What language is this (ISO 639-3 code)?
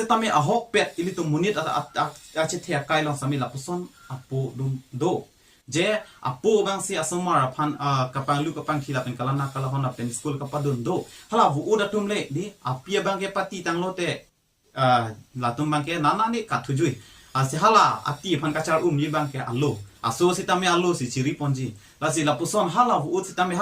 mjw